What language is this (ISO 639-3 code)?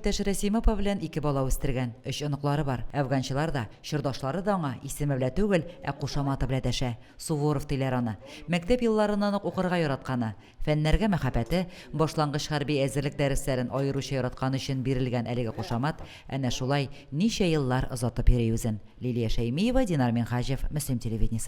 tat